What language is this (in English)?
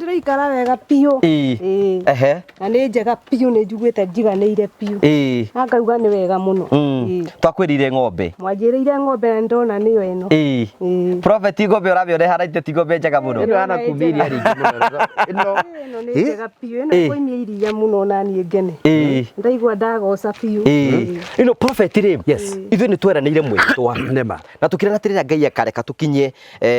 Kikuyu